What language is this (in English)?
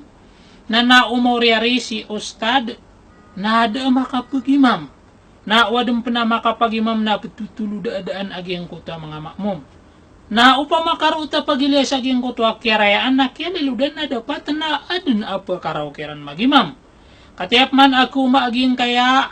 Maranao